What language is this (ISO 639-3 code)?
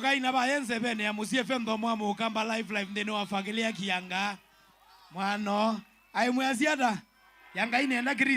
kam